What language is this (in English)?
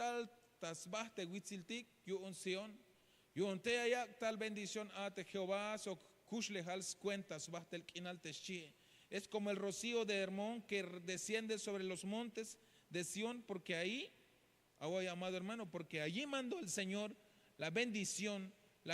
Tzeltal